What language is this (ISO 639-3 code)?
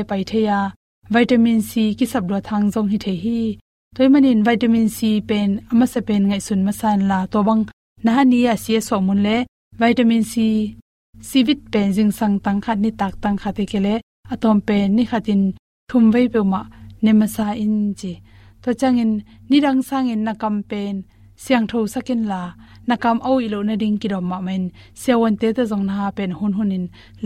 ctd